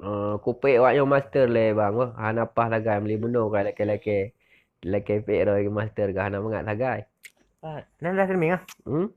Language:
Achinese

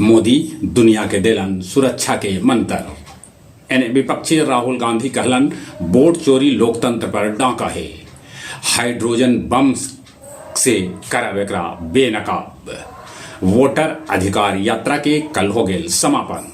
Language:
Magahi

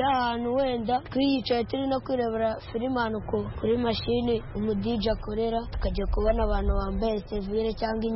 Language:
Kinyarwanda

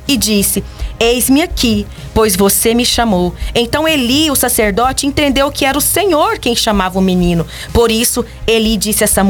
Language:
Portuguese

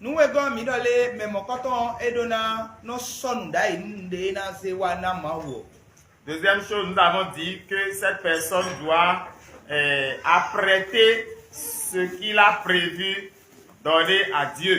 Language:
Fon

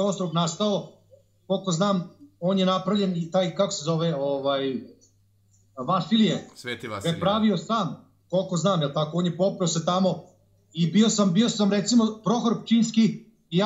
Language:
Serbian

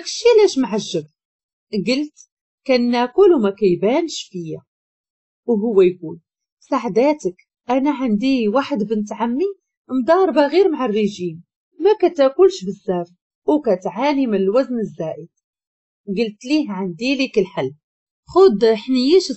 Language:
Moroccan Arabic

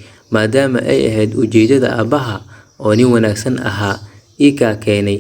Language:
Somali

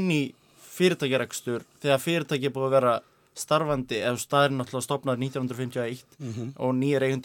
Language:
Icelandic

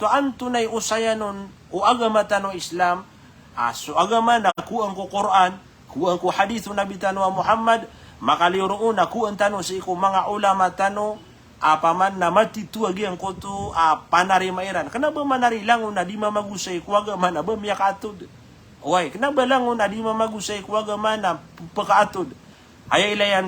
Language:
Maranao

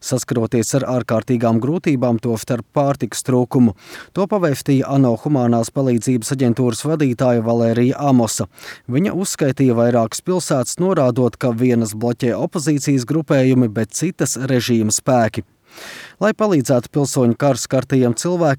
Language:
Latvian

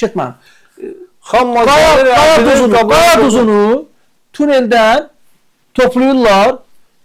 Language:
Azerbaijani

